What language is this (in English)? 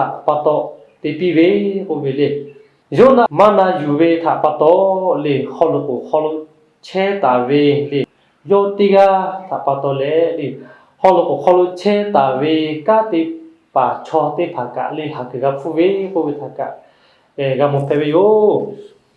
Lahu